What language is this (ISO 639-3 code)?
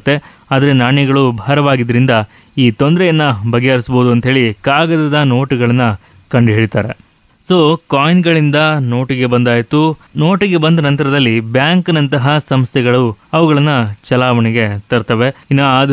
kan